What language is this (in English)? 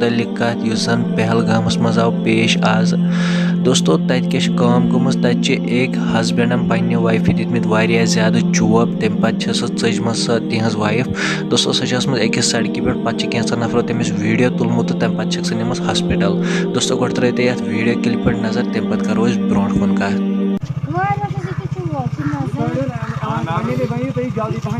Kashmiri